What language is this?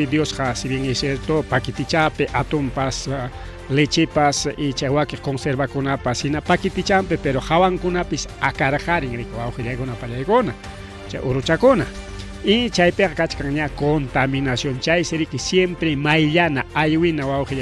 Ayacucho Quechua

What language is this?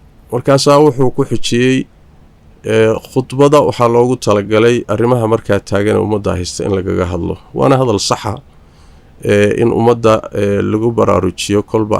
Somali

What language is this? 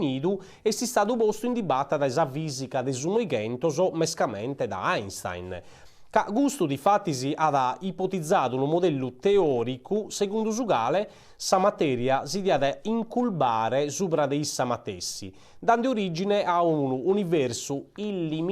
Sardinian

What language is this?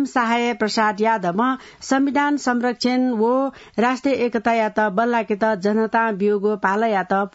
Newari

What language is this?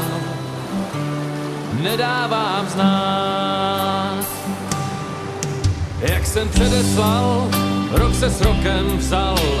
Czech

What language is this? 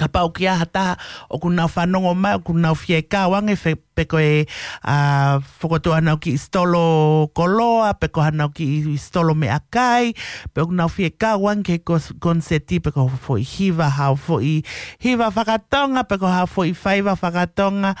Tongan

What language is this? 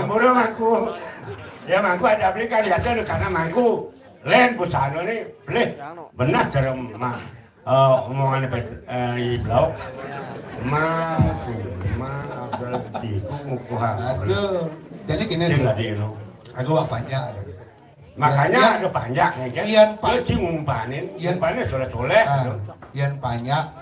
Balinese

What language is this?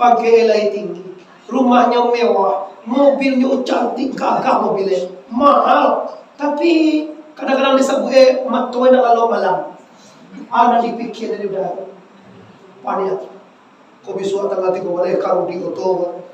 Minangkabau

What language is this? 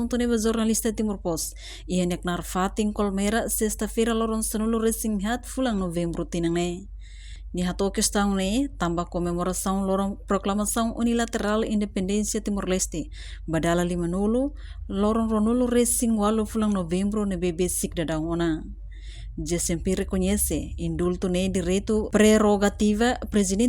Tetum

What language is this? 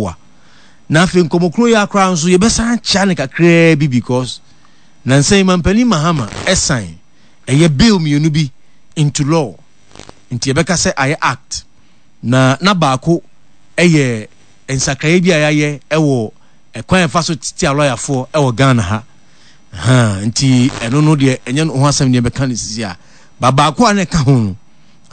Akan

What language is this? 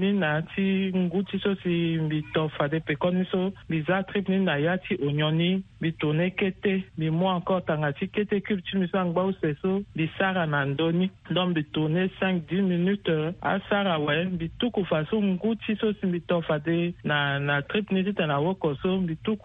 Sango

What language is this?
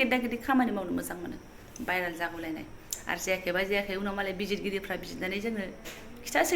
Bodo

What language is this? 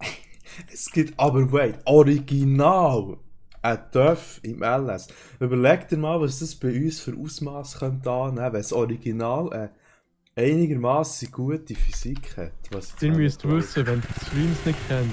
Swiss German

